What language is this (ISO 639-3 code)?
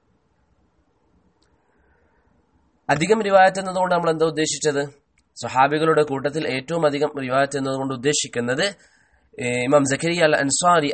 mal